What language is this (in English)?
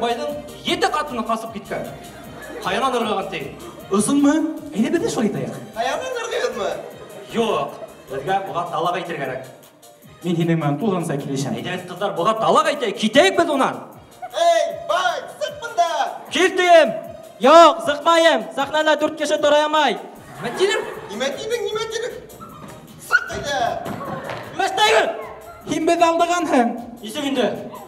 Bashkir